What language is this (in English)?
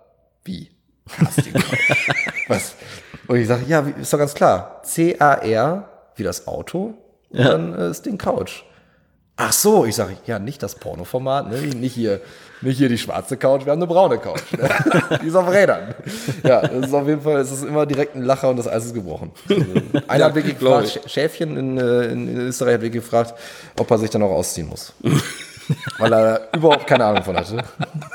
German